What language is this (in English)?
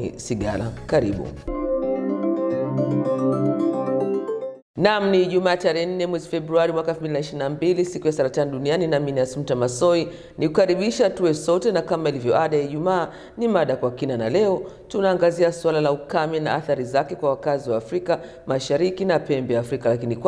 Swahili